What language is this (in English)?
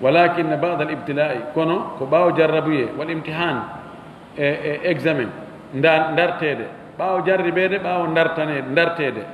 Fula